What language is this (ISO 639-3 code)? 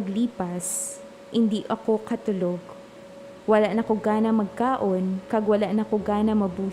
hil